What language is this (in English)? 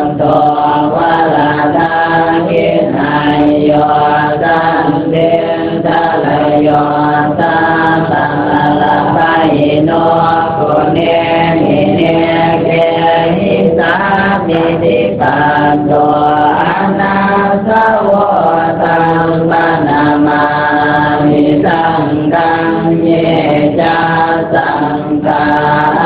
Pali